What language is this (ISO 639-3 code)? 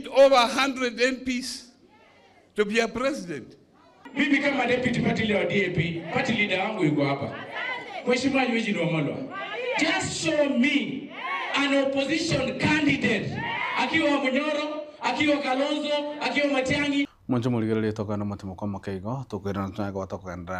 guz